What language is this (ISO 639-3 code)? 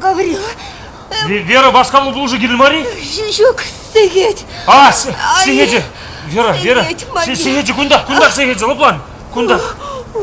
chv